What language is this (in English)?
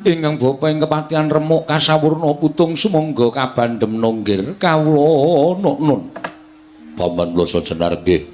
Javanese